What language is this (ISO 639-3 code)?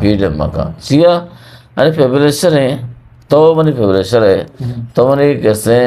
bgp